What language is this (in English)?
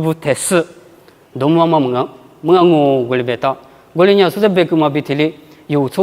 Lisu